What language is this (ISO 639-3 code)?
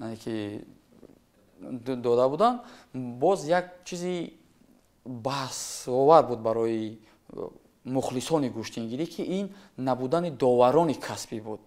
tgk